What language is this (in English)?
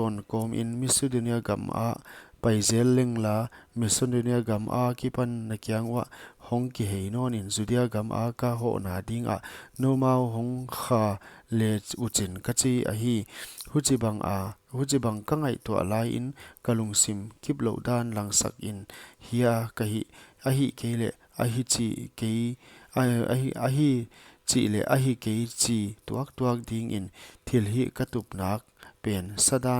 Paite Chin